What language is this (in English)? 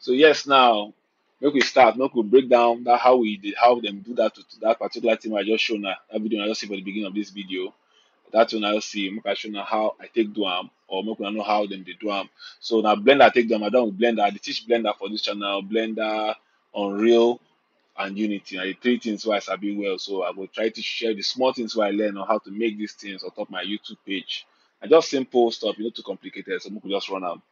Nigerian Pidgin